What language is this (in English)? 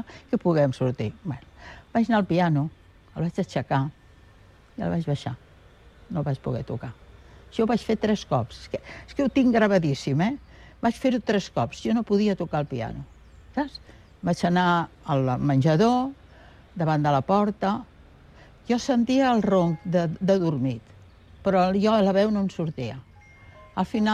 Catalan